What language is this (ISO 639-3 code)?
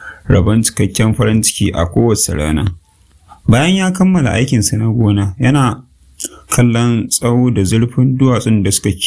hau